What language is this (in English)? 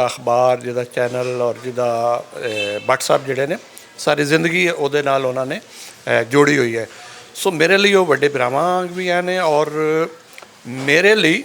Western Panjabi